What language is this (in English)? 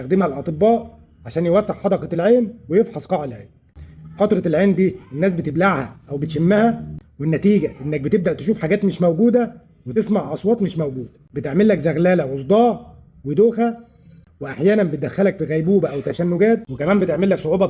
Egyptian Arabic